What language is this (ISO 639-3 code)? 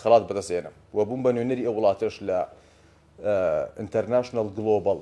ckb